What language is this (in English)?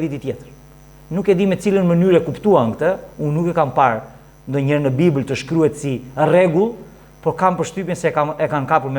Albanian